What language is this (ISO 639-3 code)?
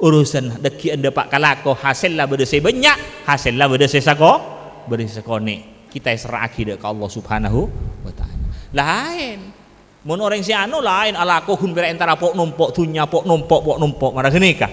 mad